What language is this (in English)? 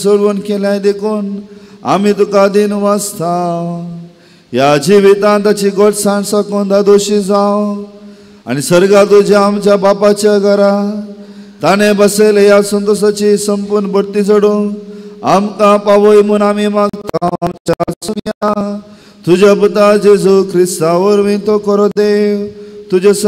Konkani